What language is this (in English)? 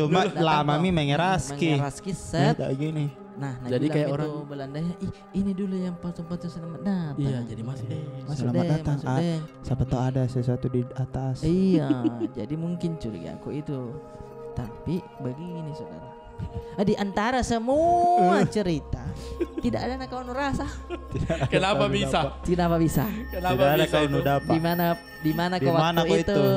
Makassar Malay